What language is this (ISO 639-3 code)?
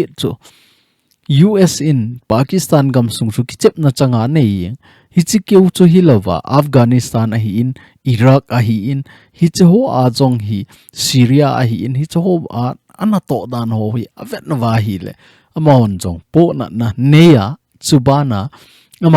tcz